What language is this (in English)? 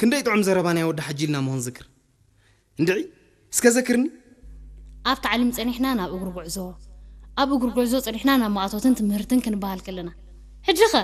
Tigrinya